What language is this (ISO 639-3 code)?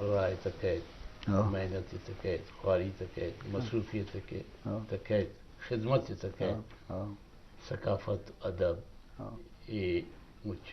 bgp